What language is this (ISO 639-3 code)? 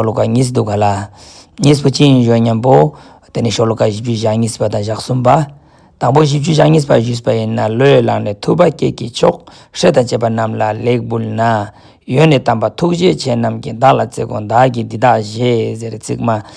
lbj